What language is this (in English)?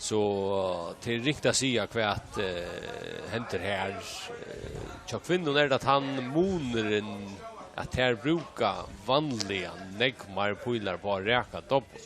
Faroese